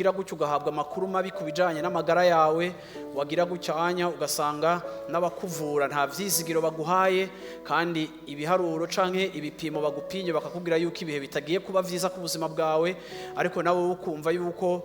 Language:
Rundi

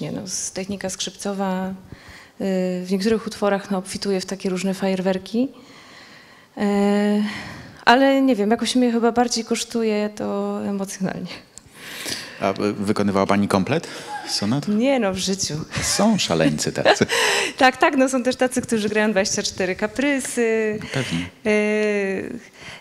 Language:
Polish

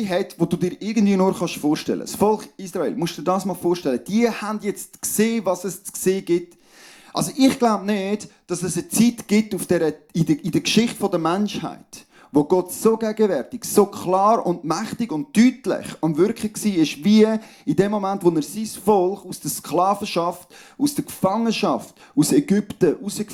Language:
Swiss German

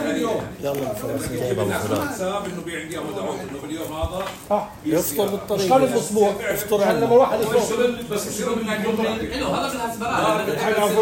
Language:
North Levantine Arabic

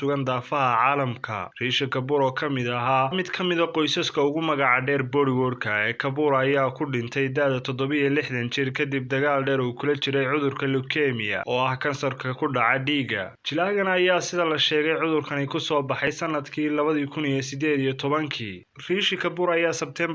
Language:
Somali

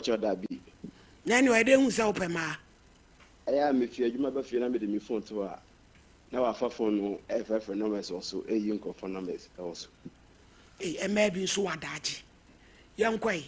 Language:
Akan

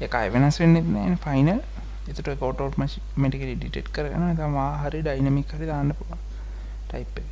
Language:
Sinhala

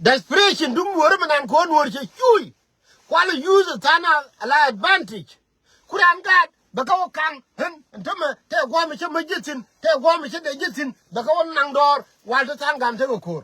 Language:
Nuer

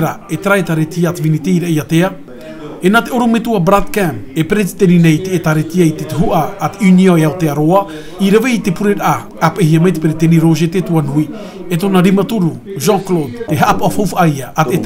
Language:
Tahitian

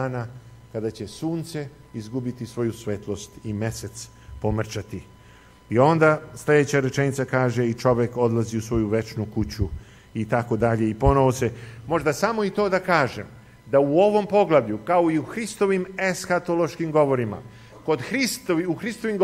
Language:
Serbian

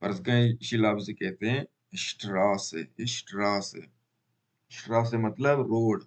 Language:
Baluchi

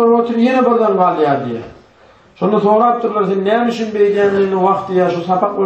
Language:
Turkmen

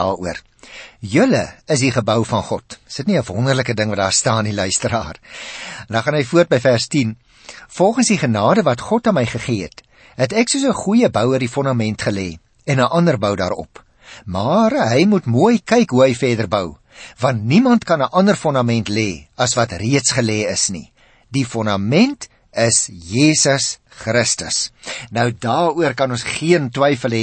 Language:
Afrikaans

